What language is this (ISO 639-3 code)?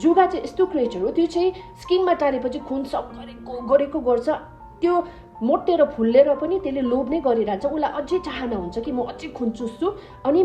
nep